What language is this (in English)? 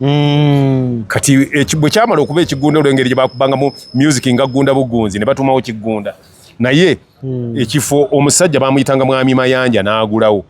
Ganda